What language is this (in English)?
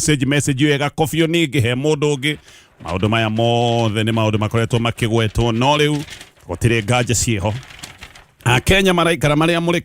Kikuyu